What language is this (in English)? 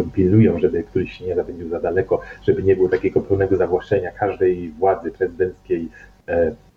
Polish